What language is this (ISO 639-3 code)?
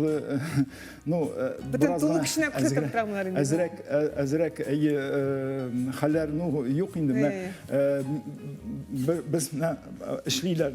tat